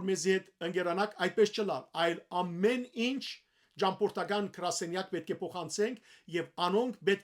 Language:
Western Armenian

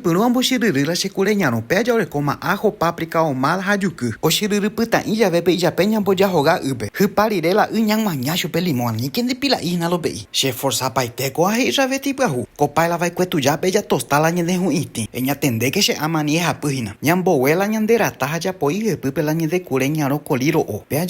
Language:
Guarani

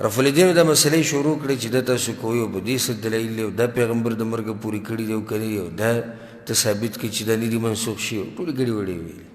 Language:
Pashto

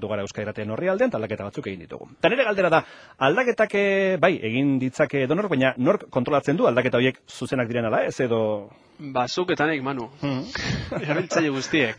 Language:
Basque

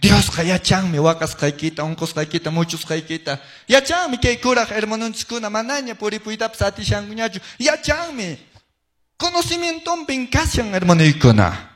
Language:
Quechua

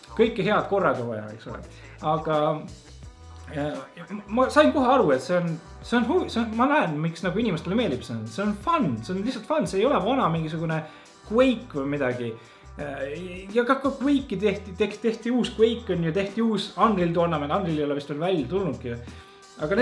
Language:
Estonian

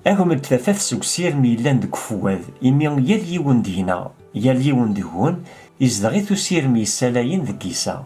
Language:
Kabyle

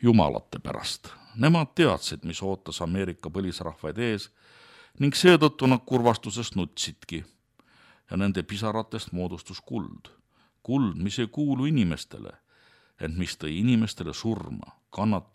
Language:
Estonian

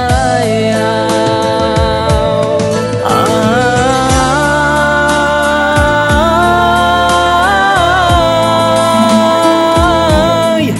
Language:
Kazakh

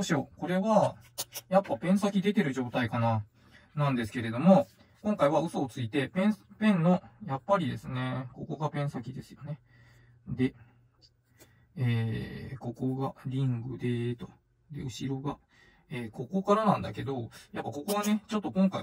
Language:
Japanese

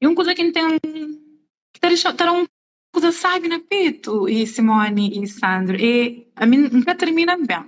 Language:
Kabuverdianu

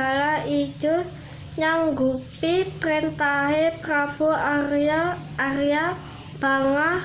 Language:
Javanese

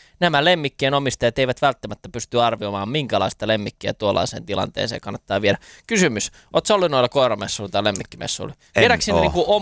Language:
Finnish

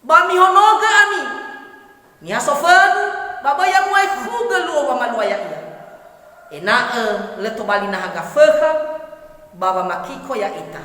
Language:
Nias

